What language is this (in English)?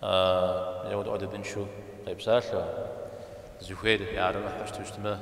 Kabardian